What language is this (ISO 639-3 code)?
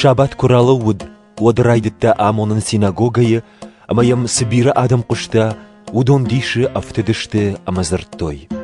oss